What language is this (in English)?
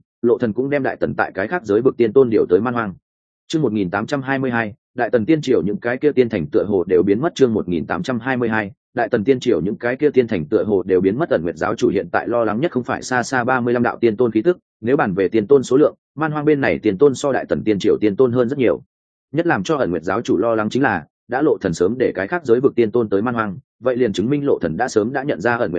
Vietnamese